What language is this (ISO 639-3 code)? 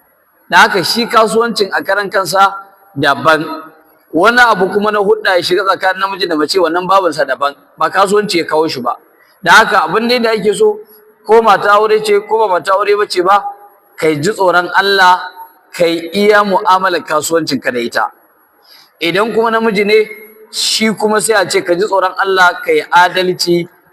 hau